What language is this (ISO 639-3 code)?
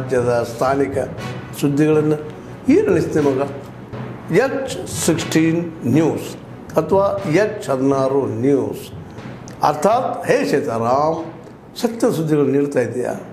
kan